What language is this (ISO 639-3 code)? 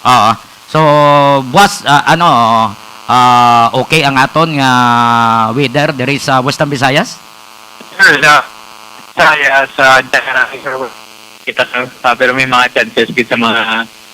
hil